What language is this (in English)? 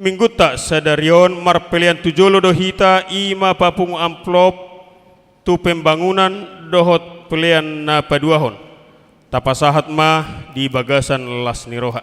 Batak Toba